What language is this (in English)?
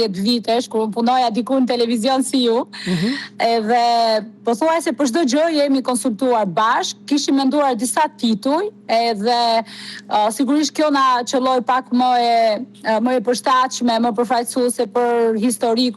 Albanian